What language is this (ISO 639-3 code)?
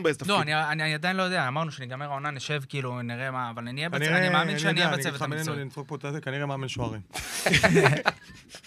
heb